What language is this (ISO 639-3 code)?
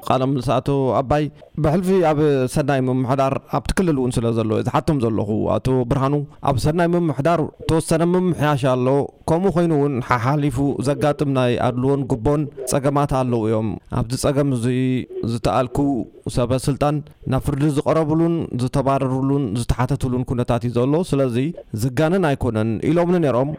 tir